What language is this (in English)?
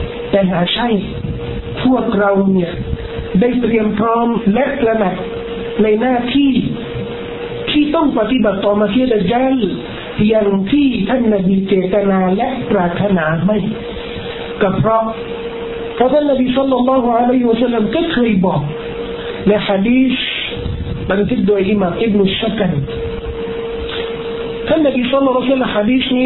Thai